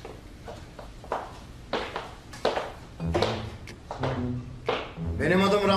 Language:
Turkish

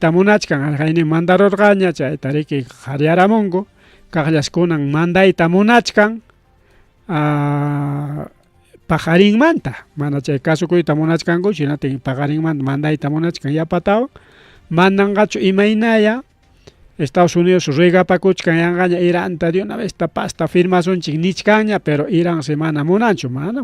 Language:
Ayacucho Quechua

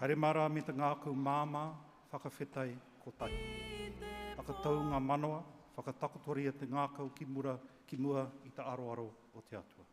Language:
Māori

